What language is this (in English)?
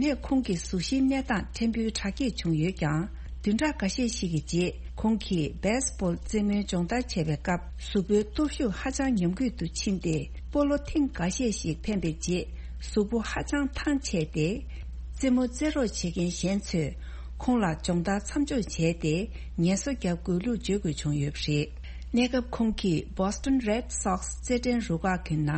Tibetan